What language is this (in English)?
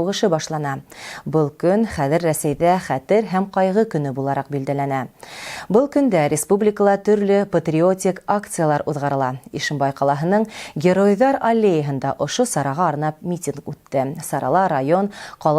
Bashkir